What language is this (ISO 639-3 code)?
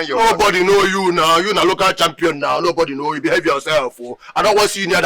pcm